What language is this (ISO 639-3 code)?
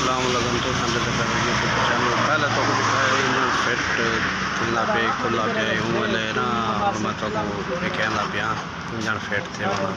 skr